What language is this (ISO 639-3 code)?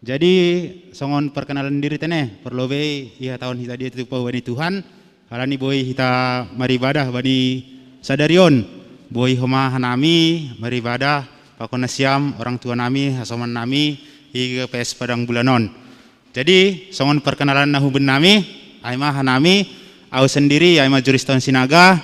bts